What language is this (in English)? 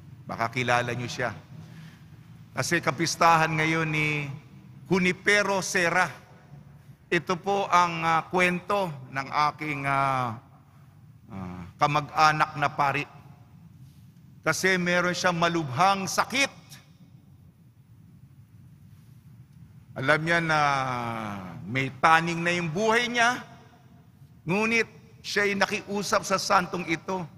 Filipino